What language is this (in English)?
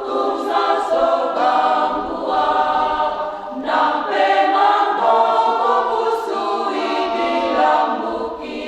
Batak Toba